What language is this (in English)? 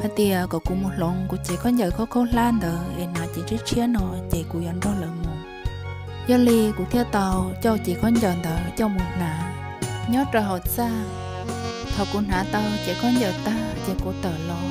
Hmong